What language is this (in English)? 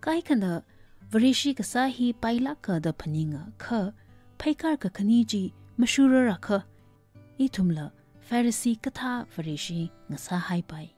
Tangkhul Naga (India)